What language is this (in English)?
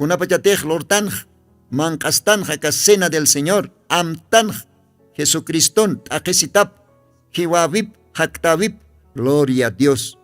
Aymara